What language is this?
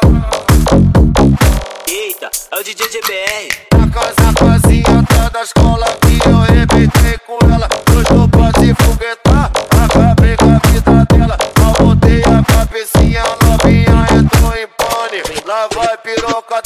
Portuguese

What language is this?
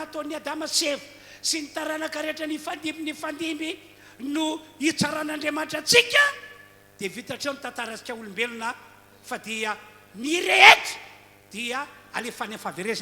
Malagasy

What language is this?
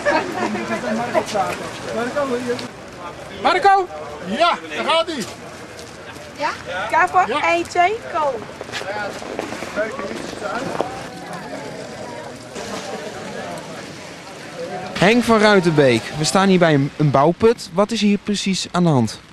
Dutch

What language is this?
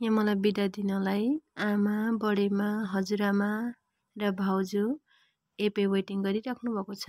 Nepali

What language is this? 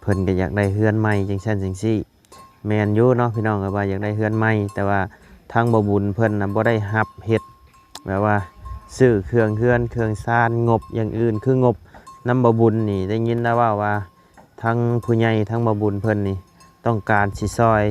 Lao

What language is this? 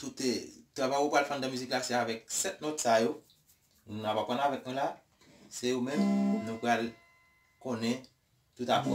Haitian Creole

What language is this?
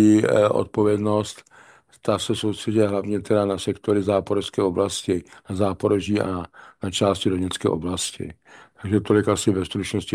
Czech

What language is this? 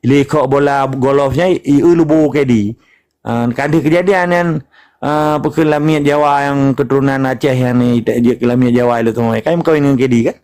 Achinese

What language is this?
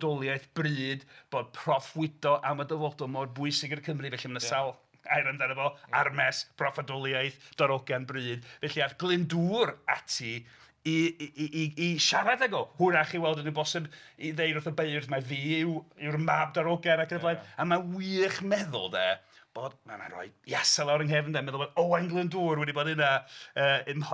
Welsh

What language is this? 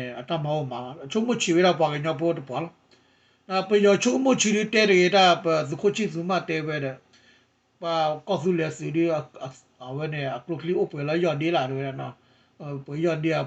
S'gaw Karen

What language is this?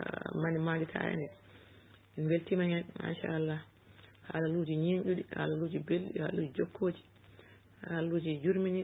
Fula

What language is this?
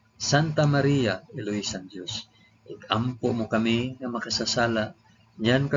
Hiligaynon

